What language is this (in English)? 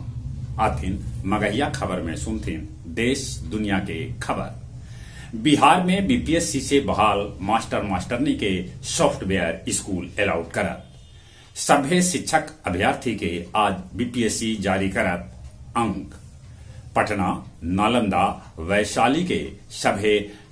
Magahi